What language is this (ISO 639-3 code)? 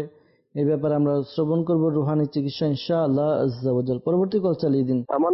ben